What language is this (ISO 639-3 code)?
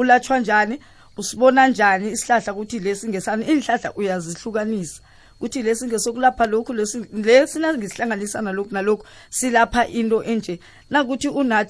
nbl